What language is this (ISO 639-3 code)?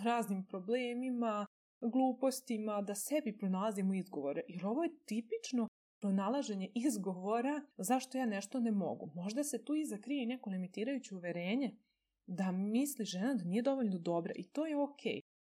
srp